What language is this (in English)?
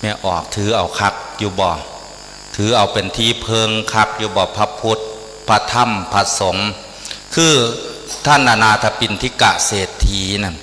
Northeastern Thai